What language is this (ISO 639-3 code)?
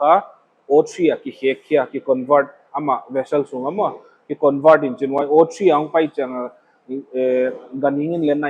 pck